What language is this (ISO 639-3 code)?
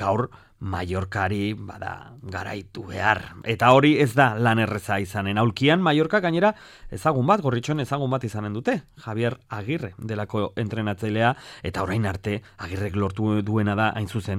eus